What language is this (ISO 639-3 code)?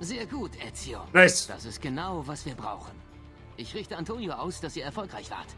bar